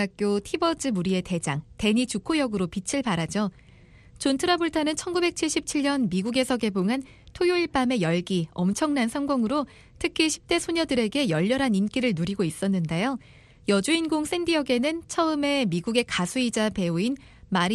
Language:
Korean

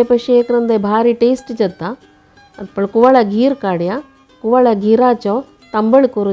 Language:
Konkani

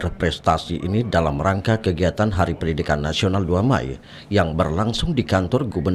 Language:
Indonesian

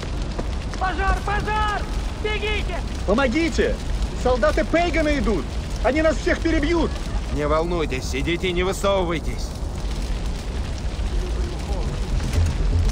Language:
Russian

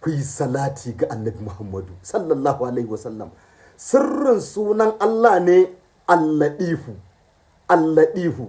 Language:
Hausa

